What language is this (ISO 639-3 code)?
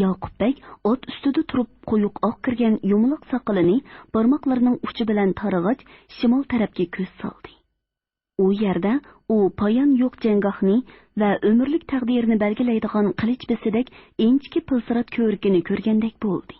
uig